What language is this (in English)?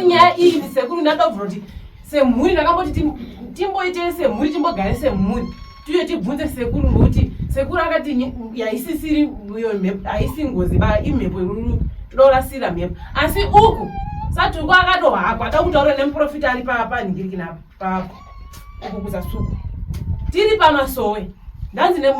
Shona